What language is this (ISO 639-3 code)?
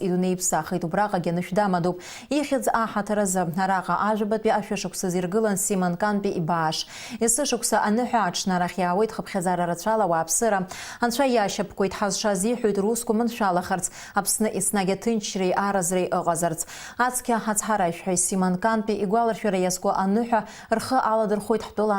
abk